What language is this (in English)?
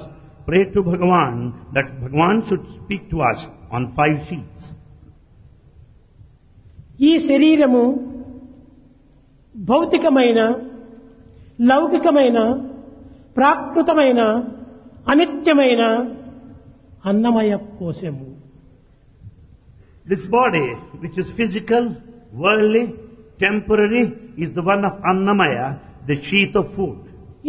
Telugu